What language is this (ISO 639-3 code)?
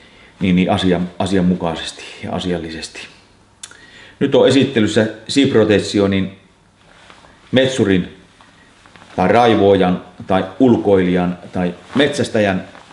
fin